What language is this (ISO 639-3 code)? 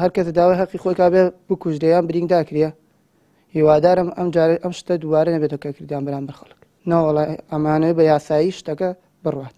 ckb